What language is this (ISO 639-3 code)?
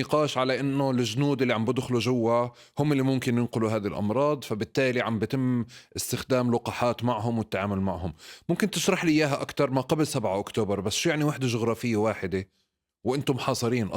apc